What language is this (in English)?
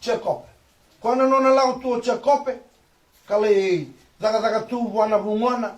Fijian